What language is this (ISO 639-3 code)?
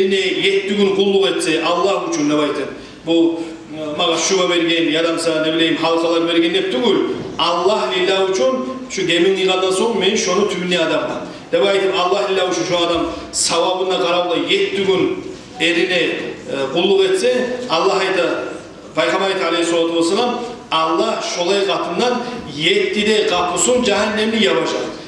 kum